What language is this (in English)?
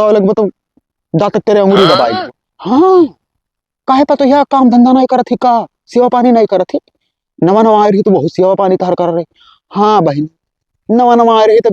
Awadhi